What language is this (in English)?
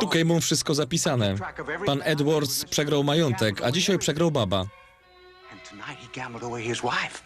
Silesian